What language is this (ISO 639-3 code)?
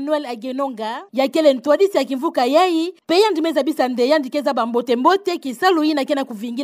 ktu